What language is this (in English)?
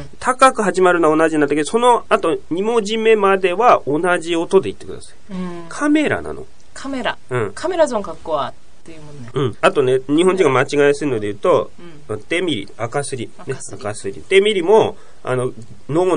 Japanese